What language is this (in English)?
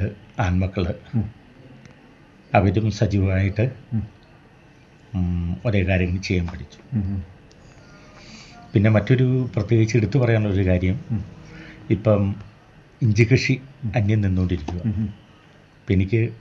Malayalam